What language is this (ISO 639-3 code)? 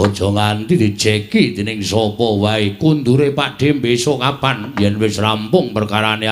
jav